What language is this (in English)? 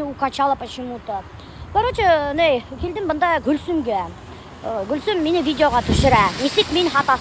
Bashkir